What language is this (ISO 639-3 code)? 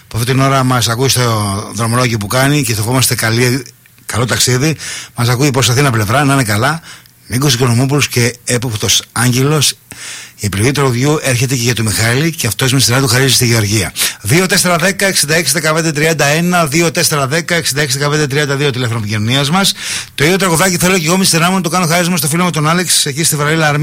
ell